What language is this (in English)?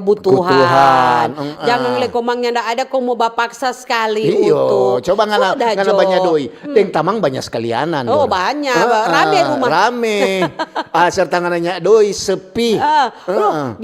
Manado Malay